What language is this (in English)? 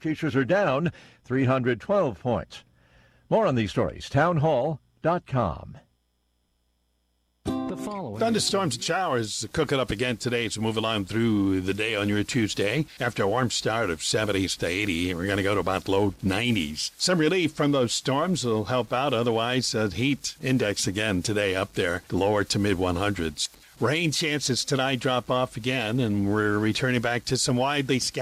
English